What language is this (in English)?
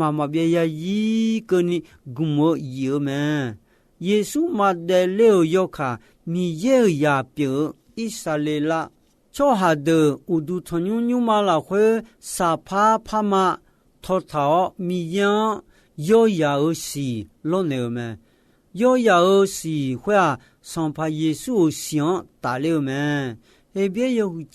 Akha